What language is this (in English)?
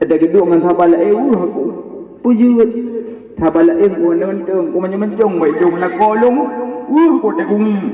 Achinese